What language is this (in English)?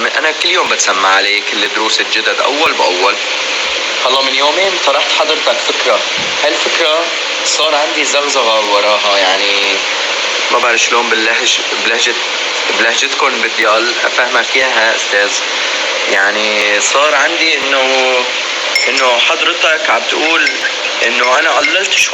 North Levantine Arabic